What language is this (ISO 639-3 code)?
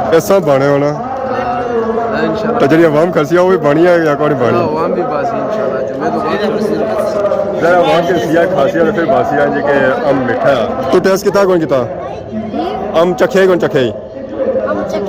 phr